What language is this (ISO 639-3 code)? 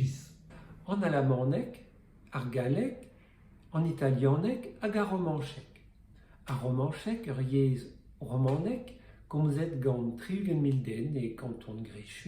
bre